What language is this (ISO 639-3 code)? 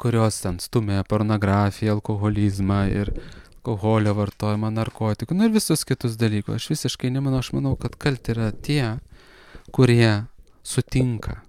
lit